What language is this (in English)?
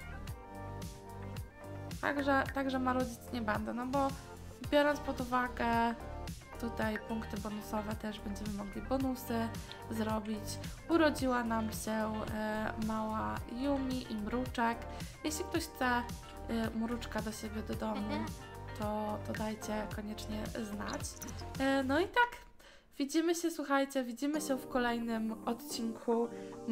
Polish